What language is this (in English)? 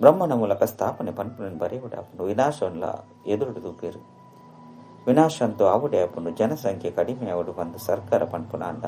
Tulu